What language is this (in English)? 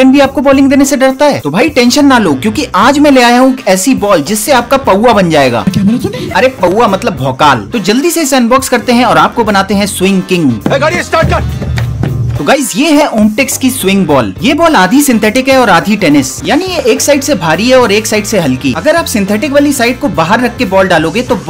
Hindi